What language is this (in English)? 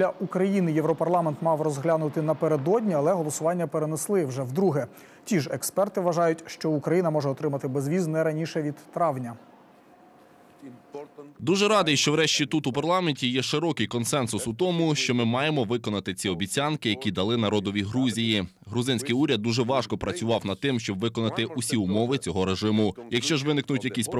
Ukrainian